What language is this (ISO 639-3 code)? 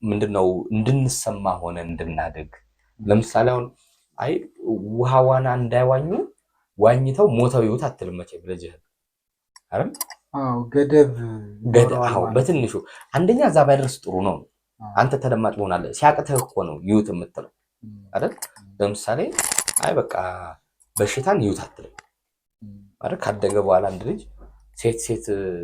amh